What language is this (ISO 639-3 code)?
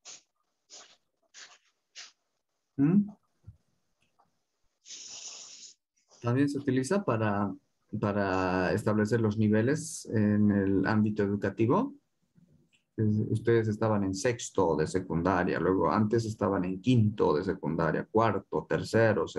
spa